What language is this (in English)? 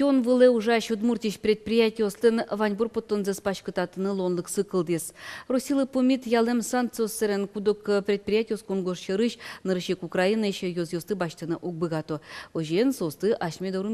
Udmurt